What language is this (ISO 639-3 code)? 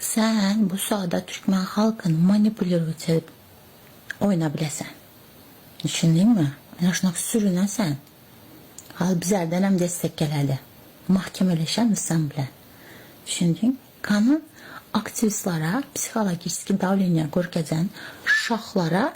tuk